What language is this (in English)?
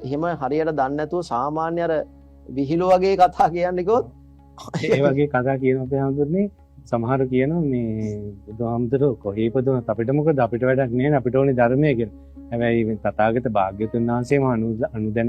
Sinhala